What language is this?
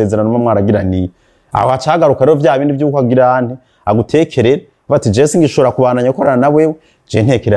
Rundi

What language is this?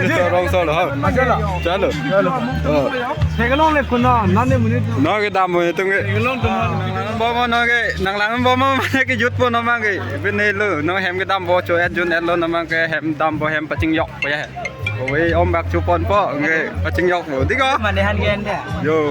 Karbi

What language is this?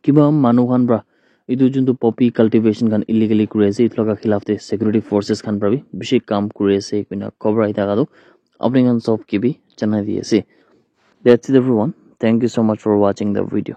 Naga Pidgin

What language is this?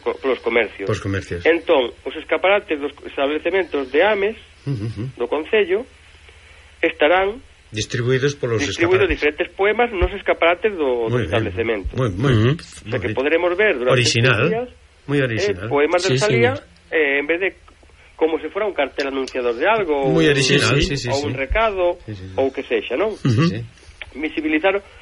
Galician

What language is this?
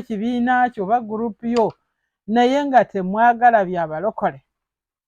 Ganda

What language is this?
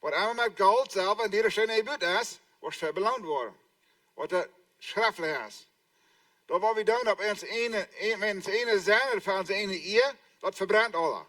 Plautdietsch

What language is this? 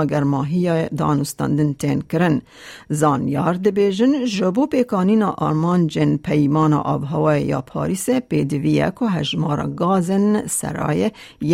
Kurdish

